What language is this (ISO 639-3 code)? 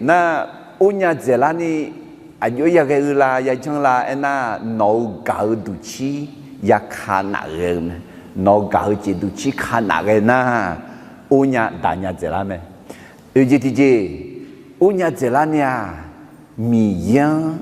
ahk